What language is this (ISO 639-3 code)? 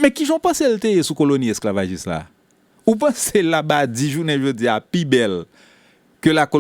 hat